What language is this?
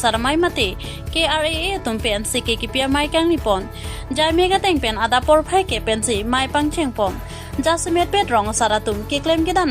Karbi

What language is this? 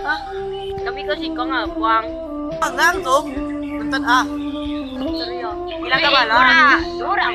Minangkabau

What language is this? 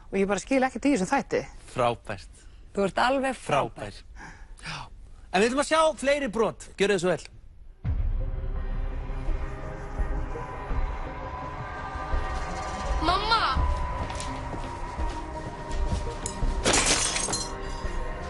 Icelandic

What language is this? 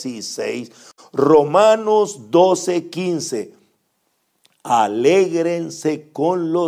Spanish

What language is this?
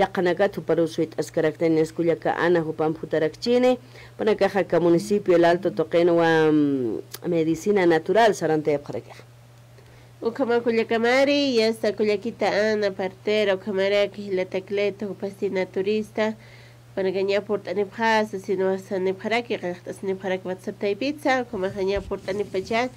Aymara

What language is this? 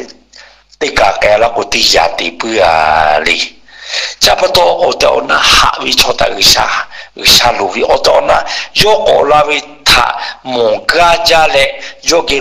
Lahu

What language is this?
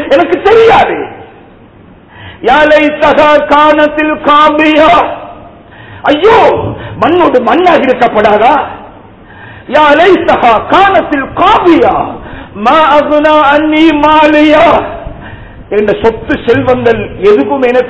Tamil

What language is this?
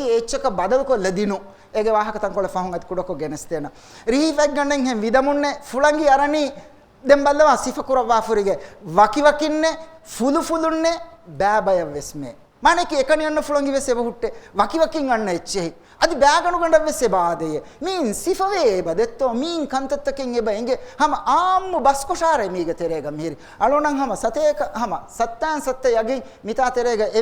Divehi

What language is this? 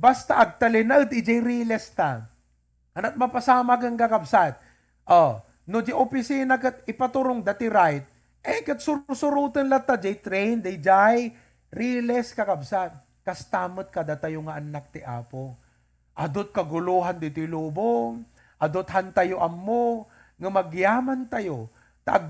Iloko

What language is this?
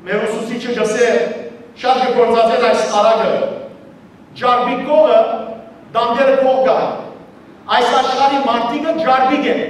Western Armenian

